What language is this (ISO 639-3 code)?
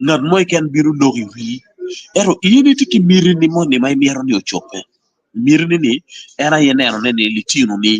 ach